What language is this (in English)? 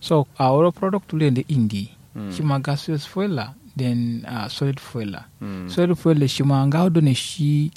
Kanuri